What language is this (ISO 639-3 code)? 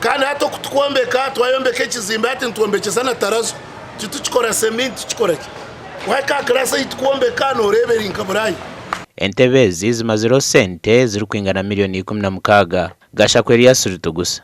nyn